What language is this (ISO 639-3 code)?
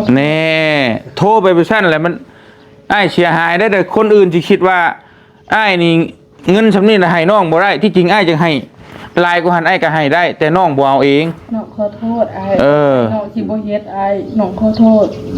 tts